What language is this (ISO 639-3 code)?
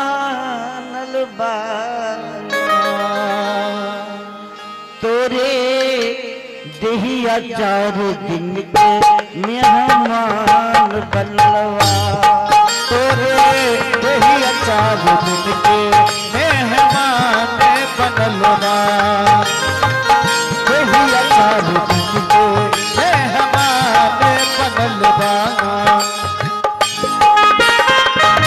bho